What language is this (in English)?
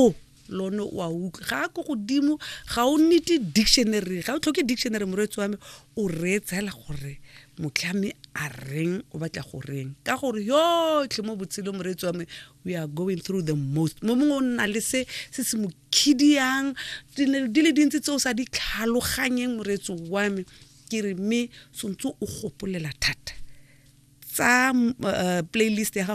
Tswana